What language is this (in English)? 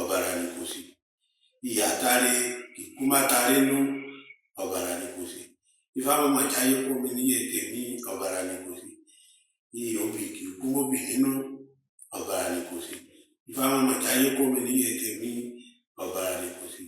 Yoruba